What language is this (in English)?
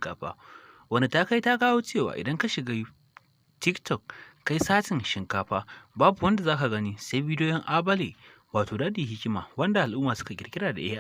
Hausa